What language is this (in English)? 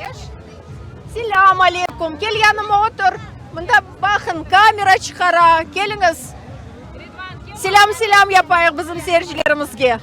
Crimean Tatar